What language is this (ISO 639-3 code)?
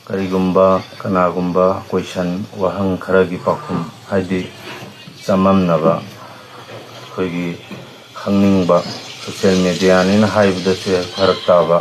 mni